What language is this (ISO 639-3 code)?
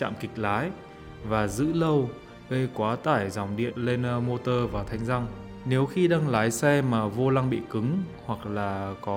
vie